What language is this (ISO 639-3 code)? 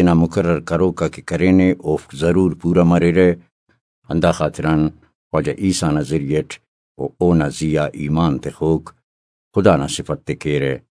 brh